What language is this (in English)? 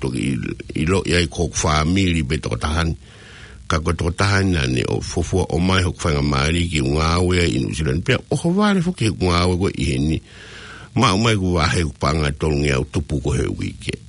Tongan